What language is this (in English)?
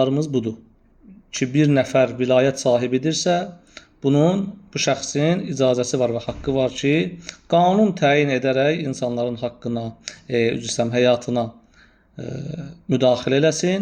Azerbaijani